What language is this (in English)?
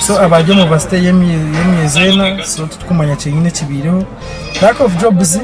Nyankole